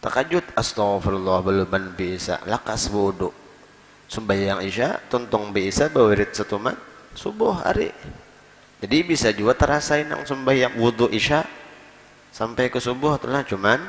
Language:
Banjar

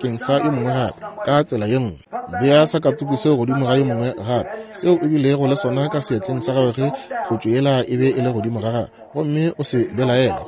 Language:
Northern Sotho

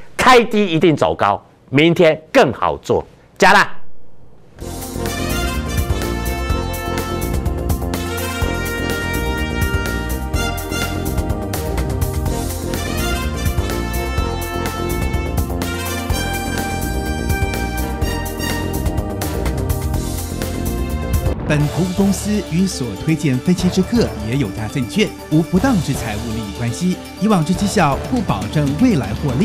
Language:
Chinese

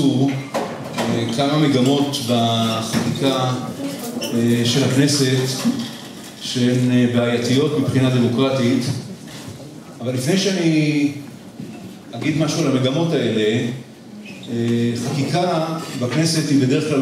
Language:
Hebrew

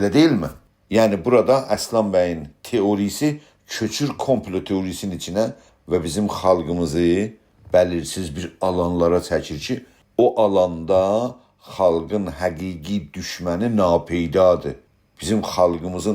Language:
South Azerbaijani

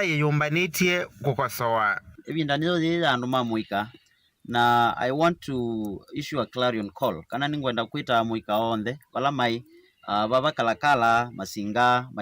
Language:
Kamba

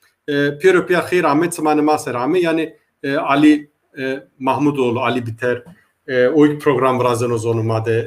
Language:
Zaza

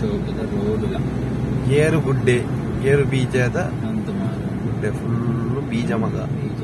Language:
Tulu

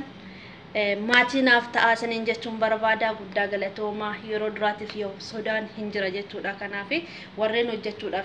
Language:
Oromo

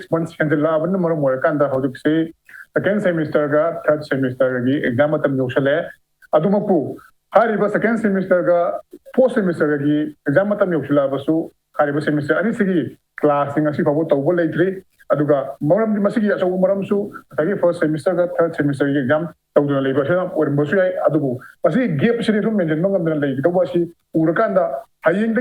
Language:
Manipuri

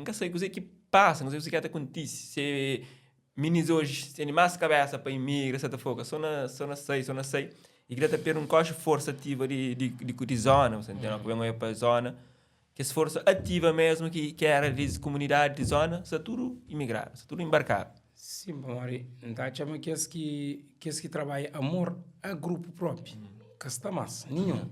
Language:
Kabuverdianu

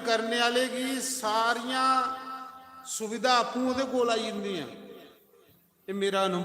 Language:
Dogri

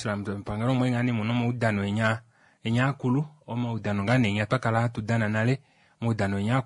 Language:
Kuanyama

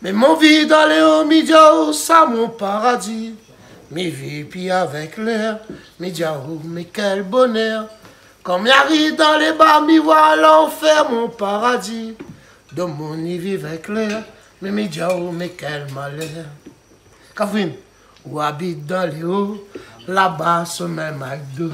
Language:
Réunion Creole French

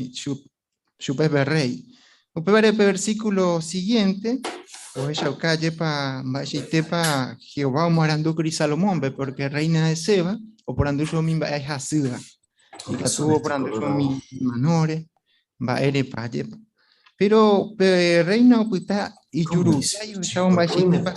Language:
Guarani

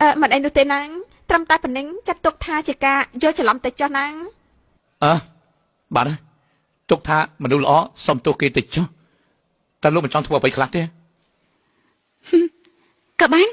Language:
Khmer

